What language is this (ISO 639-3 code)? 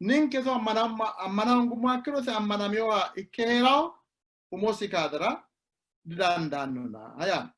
sid